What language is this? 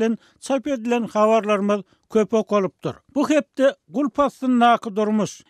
Turkmen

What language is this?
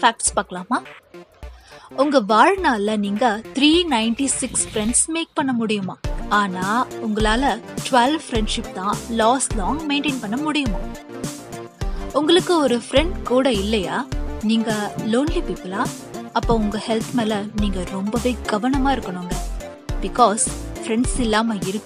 Tamil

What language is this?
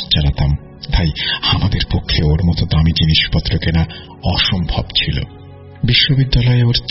Bangla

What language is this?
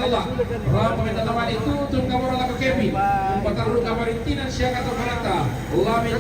Toraja-Sa'dan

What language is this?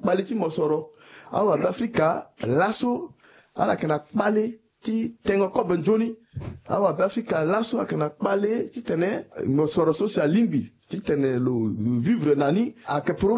Sango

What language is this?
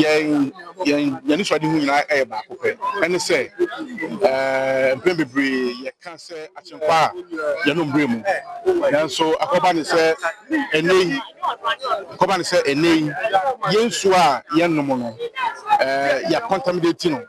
Akan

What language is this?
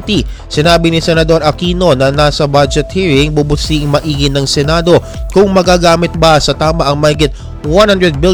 Filipino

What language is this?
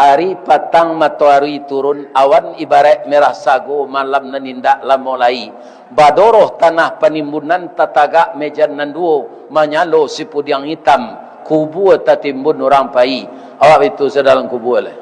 Minangkabau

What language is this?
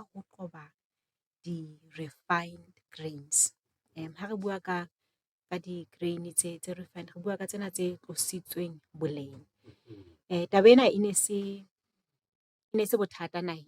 Southern Sotho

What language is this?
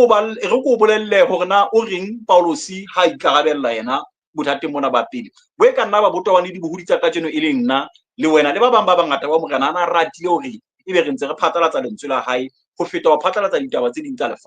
Southern Sotho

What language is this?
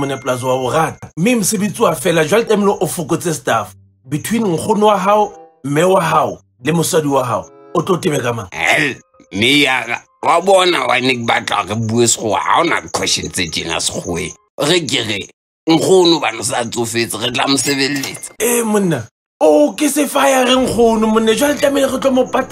Southern Sotho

